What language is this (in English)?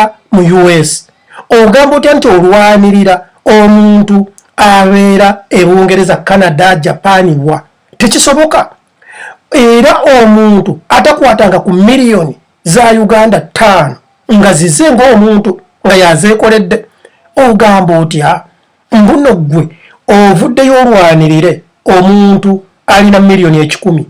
Ganda